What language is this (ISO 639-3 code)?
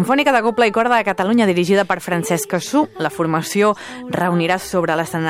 cat